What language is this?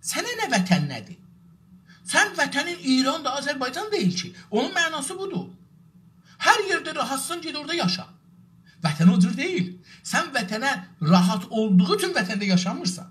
South Azerbaijani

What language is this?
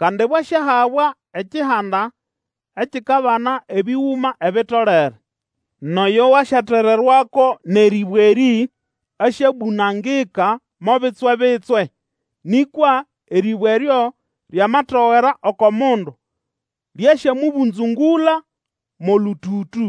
Nande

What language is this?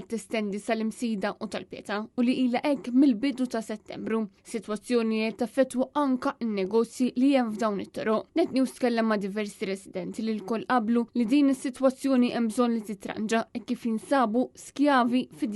Maltese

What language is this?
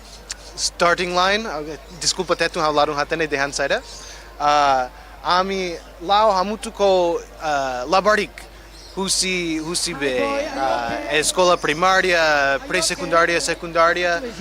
Tetum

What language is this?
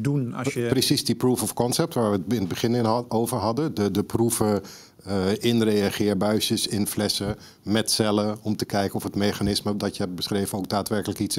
Dutch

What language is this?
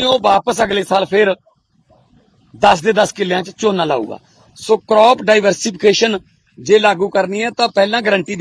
Punjabi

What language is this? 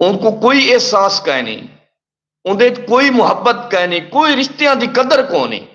Saraiki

